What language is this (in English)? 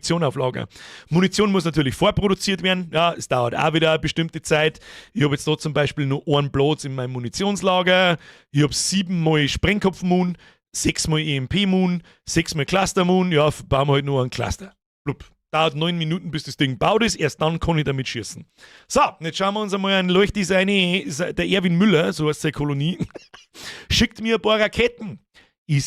Bavarian